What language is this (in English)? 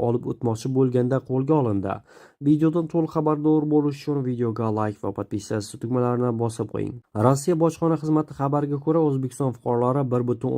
Uzbek